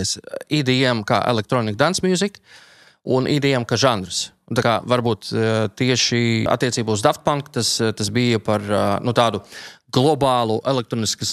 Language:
Latvian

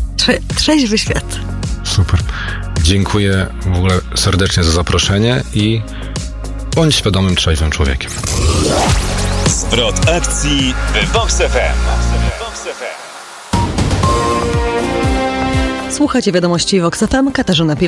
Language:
Polish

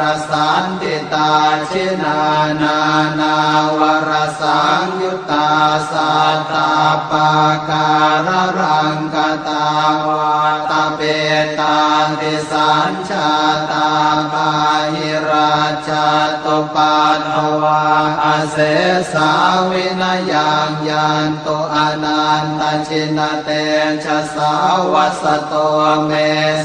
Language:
Pali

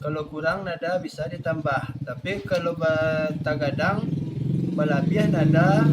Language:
Minangkabau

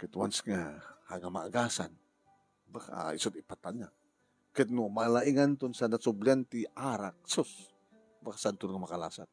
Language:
Iloko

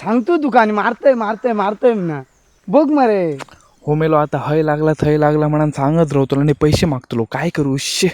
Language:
Konkani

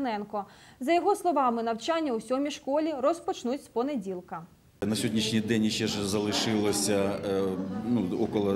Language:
Ukrainian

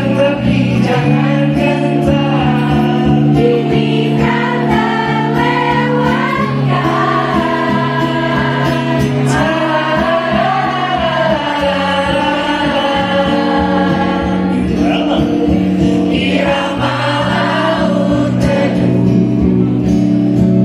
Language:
Indonesian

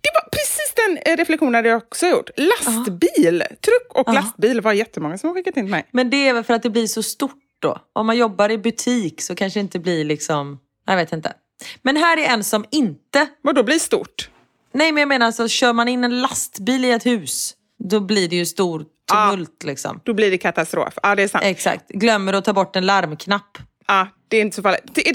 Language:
Swedish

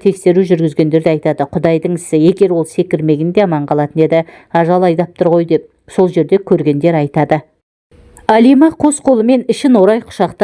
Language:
Kazakh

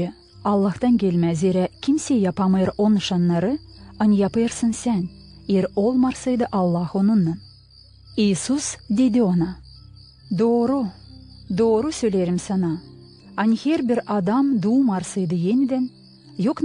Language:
Gagauz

